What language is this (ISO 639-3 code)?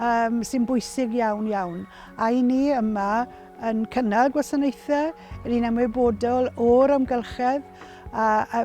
cym